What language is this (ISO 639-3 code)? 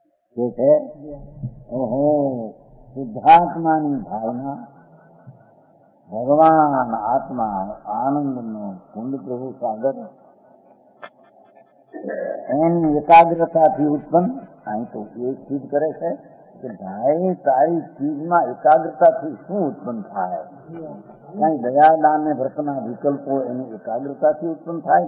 guj